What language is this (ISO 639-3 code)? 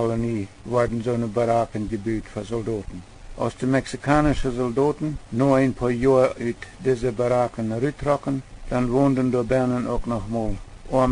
pdt